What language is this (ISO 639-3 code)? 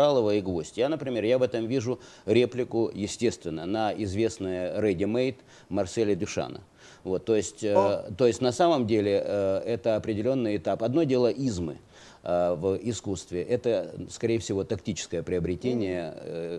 rus